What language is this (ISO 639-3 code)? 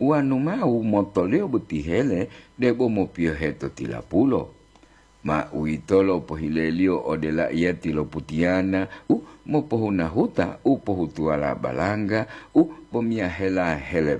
gor